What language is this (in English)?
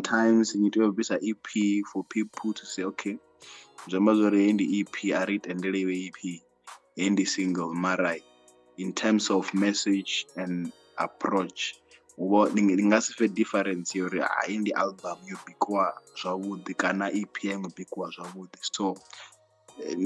Venda